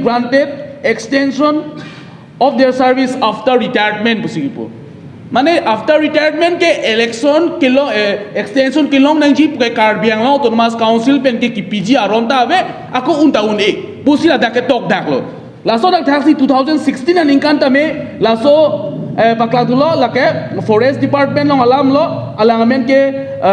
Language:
Karbi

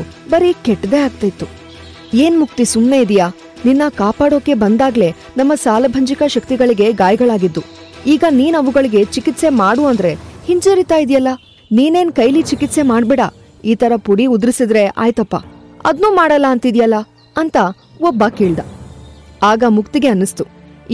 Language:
Kannada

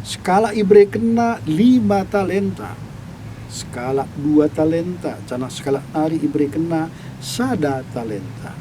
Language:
Batak Karo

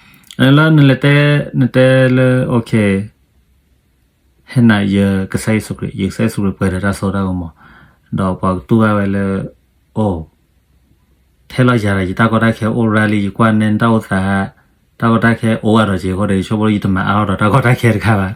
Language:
S'gaw Karen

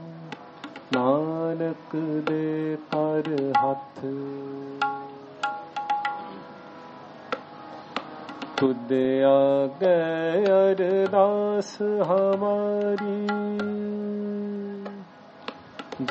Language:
Hindi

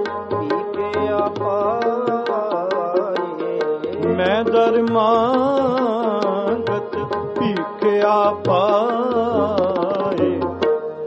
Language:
Punjabi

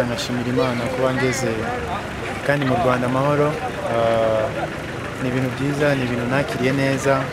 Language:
Kinyarwanda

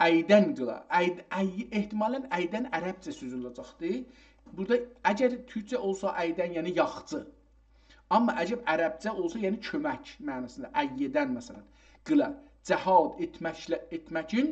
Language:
South Azerbaijani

